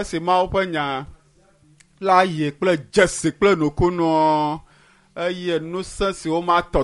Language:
Ewe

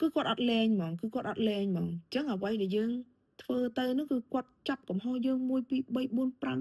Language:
Khmer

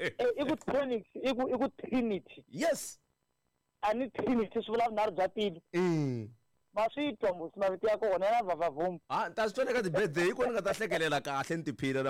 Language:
Tsonga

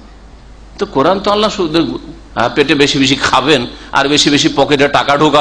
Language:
Bangla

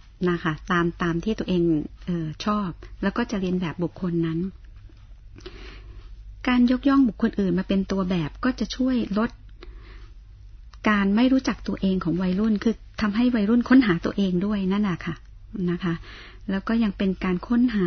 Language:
Thai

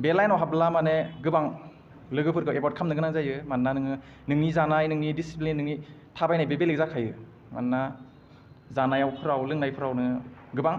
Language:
Bodo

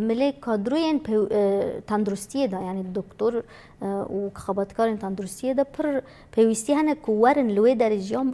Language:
Kurdish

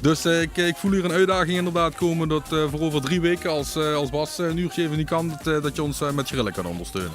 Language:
Limburgish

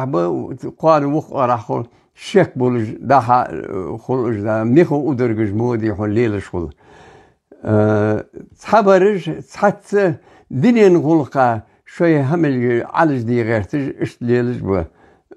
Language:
Ingush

